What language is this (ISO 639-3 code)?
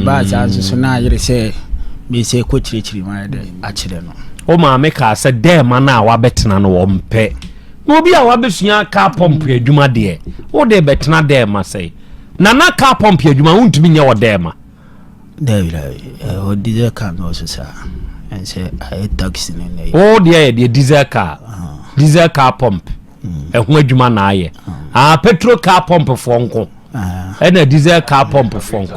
aka